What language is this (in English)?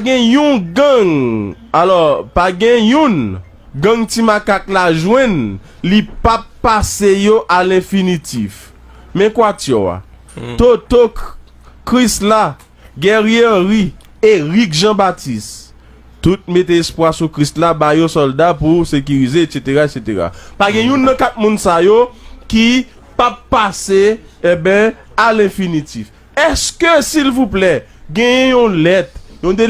Haitian Creole